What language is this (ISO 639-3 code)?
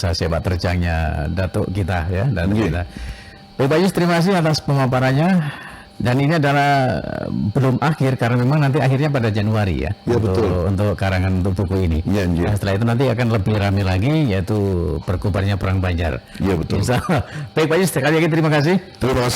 bjn